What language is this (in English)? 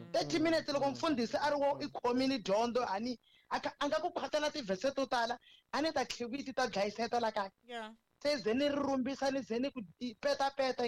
Tsonga